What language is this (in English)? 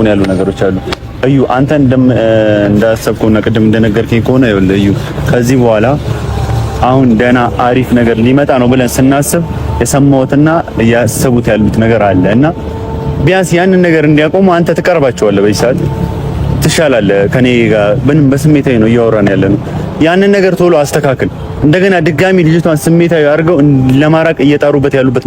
Amharic